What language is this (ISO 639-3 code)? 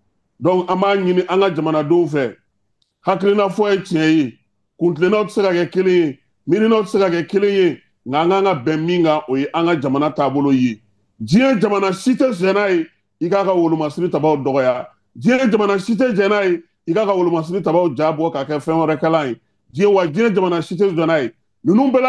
bam